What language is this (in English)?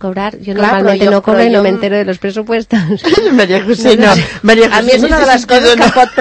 Catalan